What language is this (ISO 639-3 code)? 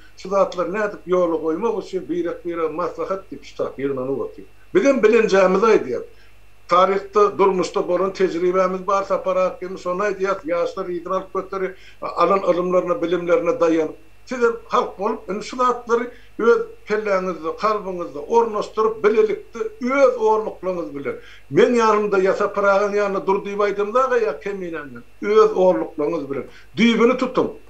tuk